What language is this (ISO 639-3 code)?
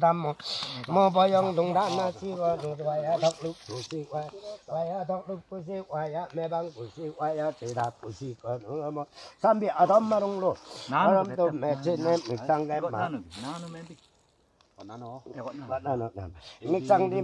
lif